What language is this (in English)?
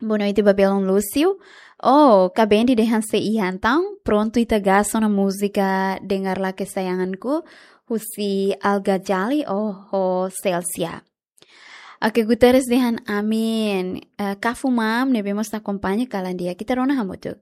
Tetum